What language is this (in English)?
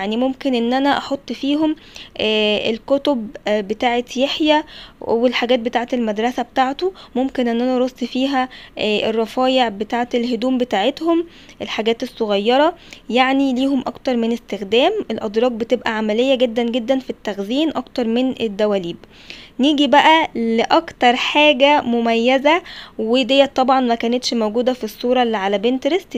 Egyptian Arabic